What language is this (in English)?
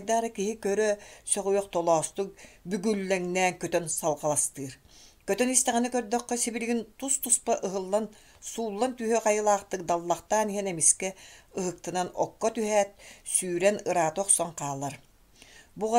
Yakut